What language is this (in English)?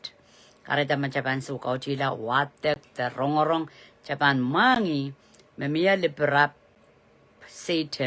Pohnpeian